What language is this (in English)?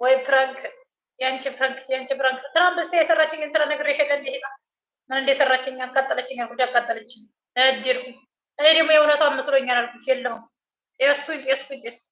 Amharic